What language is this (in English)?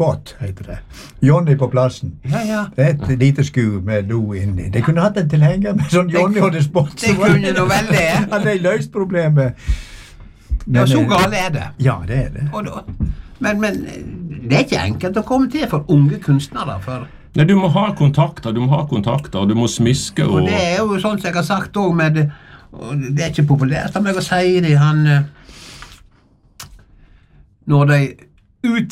Norwegian